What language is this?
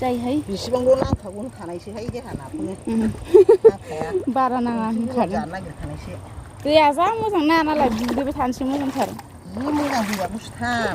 Bodo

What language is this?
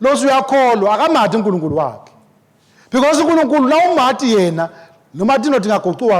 Swati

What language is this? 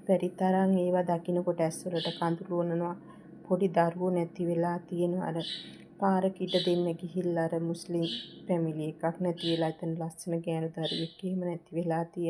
Sinhala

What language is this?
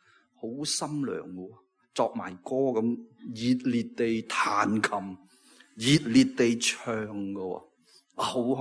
Cantonese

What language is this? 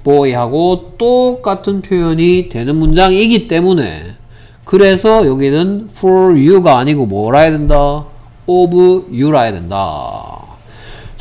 Korean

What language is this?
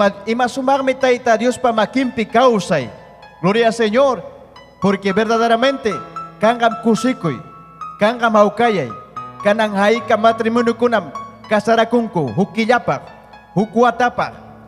Ayacucho Quechua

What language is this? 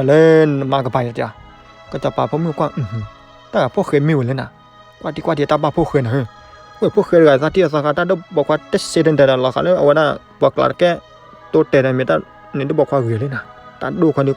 S'gaw Karen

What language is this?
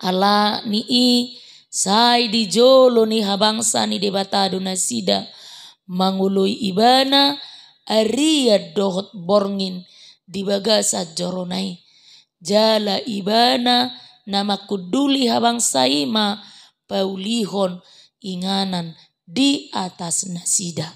Batak Toba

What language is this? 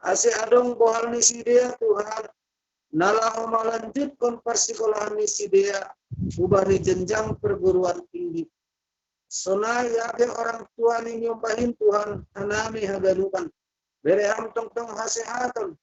Batak Simalungun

